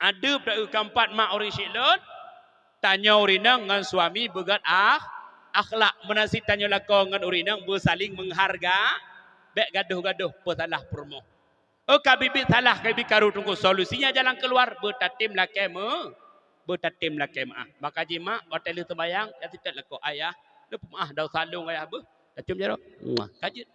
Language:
Achinese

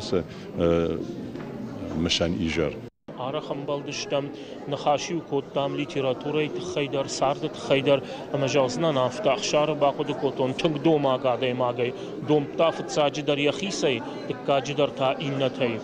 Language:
Ossetic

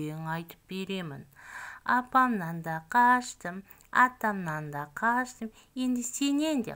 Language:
Kazakh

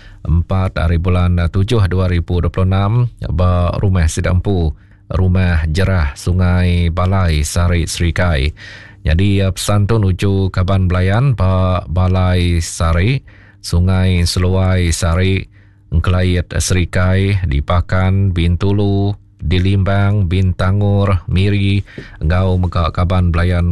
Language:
Iban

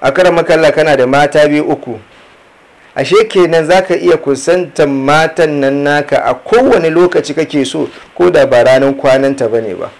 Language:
Hausa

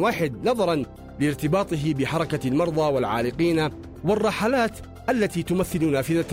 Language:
Arabic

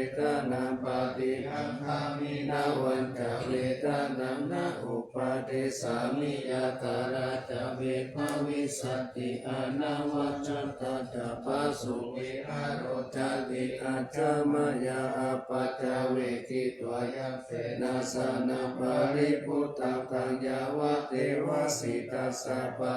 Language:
Pali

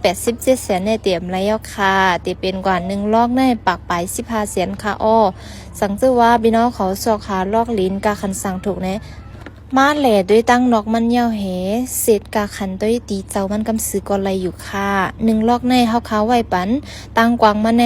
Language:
Shan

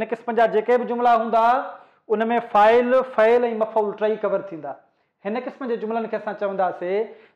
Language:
Sindhi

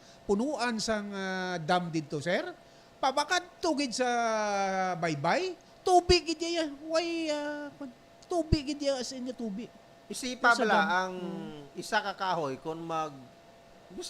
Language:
Hiligaynon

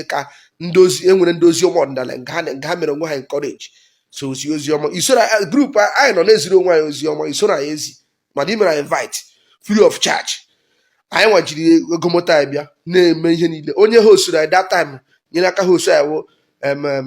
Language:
Igbo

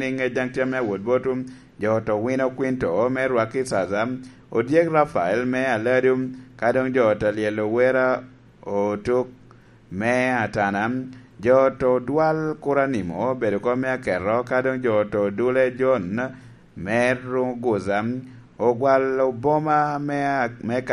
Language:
Lango (Uganda)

